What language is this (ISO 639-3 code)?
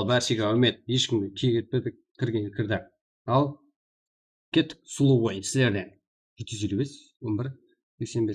kaa